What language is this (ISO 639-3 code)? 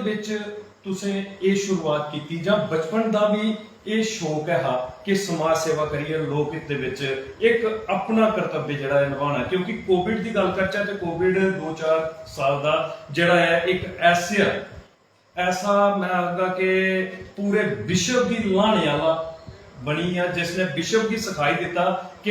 doi